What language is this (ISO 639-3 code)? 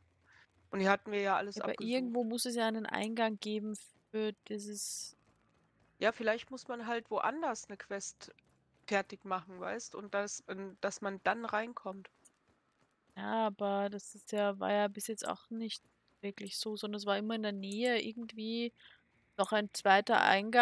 deu